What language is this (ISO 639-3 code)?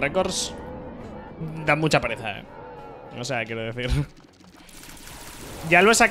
spa